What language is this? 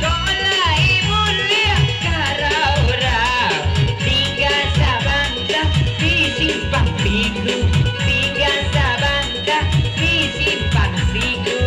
Minangkabau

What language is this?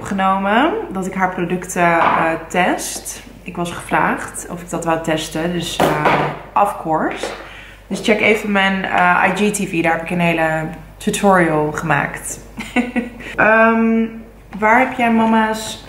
Dutch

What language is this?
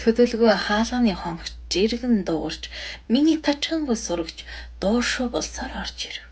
Mongolian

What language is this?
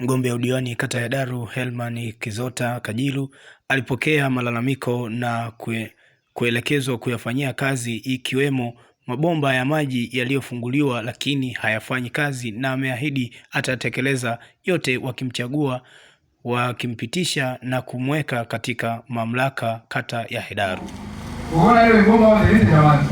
Swahili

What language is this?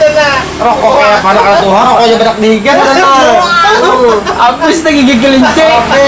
Banjar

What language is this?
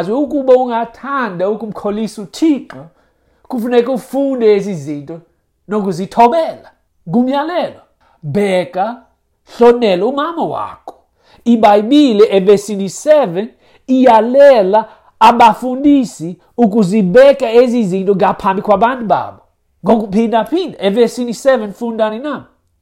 Xhosa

